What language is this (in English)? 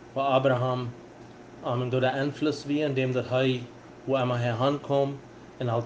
Plautdietsch